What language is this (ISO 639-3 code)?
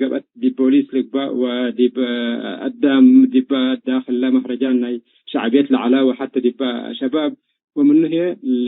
tig